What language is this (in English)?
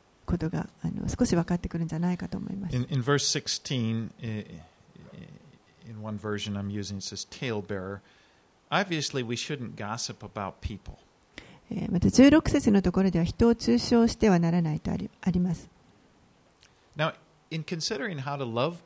Japanese